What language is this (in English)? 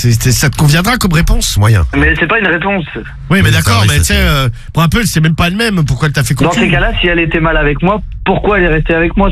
French